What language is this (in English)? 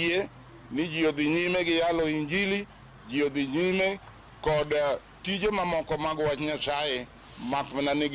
Luo (Kenya and Tanzania)